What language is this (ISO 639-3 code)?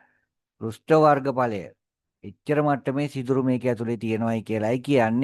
sin